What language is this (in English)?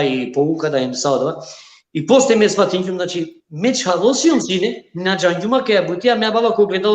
Balkan Romani